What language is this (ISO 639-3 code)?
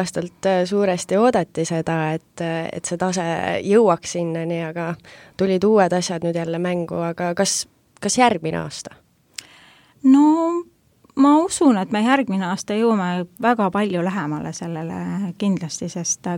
est